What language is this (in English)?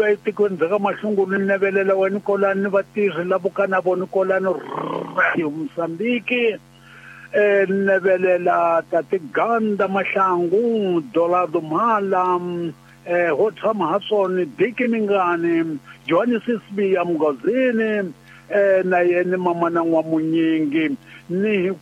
Tsonga